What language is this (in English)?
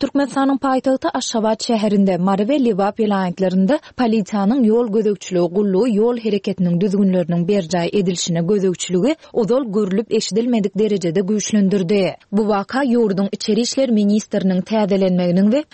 Turkmen